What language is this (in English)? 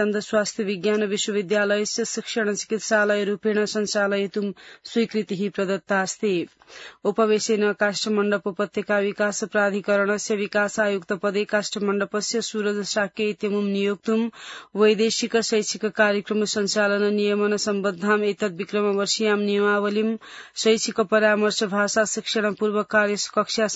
Sanskrit